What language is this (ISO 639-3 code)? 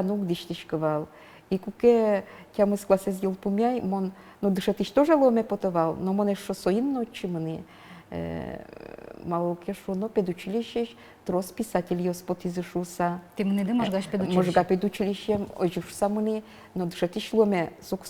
udm